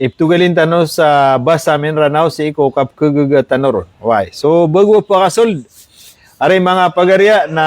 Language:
Maranao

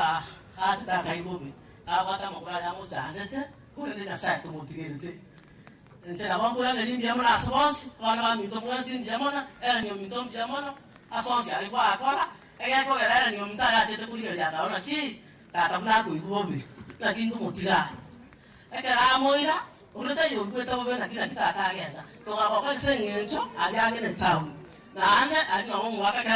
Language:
Gusii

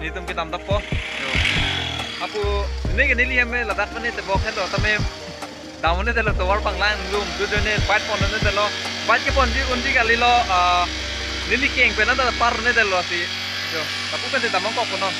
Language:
Karbi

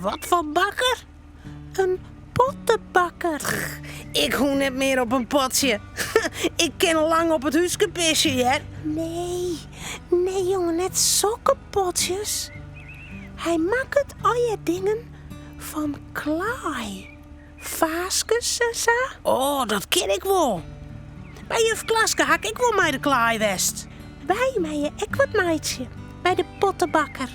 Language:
Western Frisian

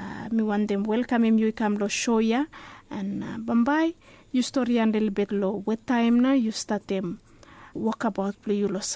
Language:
Bislama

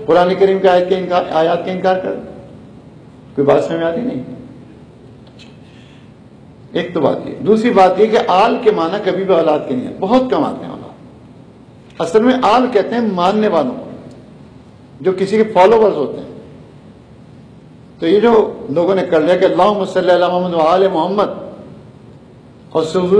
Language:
Urdu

